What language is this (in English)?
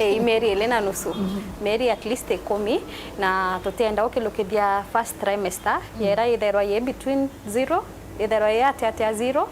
Meru